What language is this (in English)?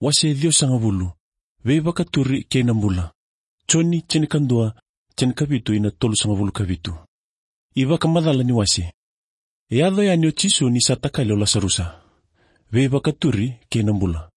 Fijian